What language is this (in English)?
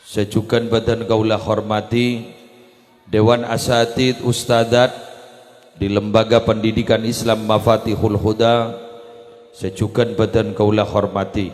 Madurese